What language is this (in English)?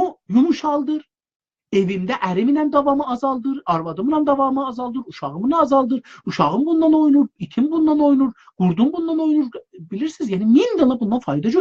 South Azerbaijani